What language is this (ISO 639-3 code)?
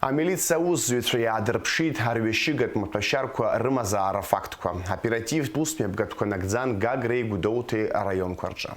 abk